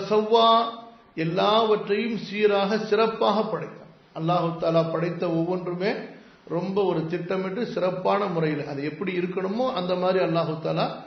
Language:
Tamil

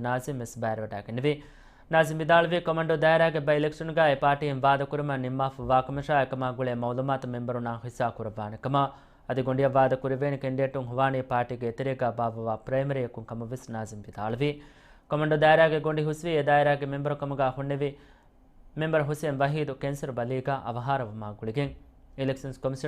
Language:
Divehi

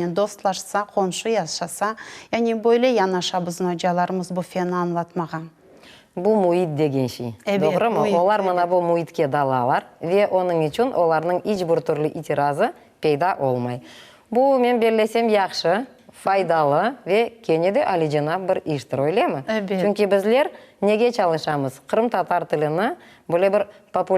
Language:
Crimean Tatar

